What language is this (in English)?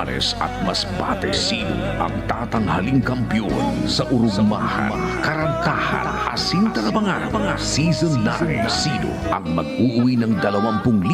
Bikol